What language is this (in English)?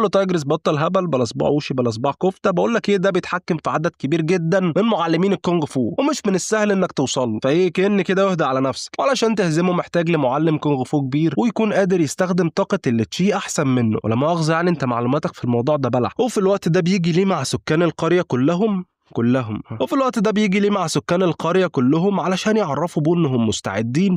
Egyptian Arabic